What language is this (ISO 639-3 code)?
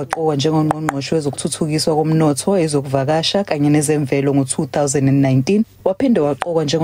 zul